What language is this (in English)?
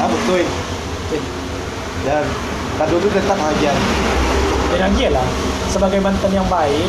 Minangkabau